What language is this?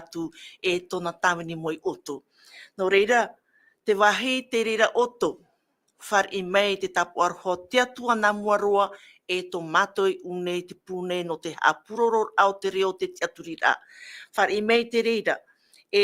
Tahitian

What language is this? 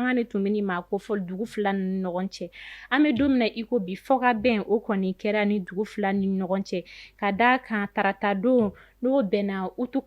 Bambara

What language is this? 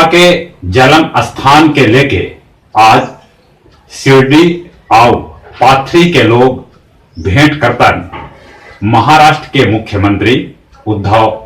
Magahi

